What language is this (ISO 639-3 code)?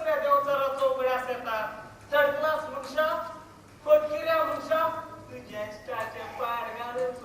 kok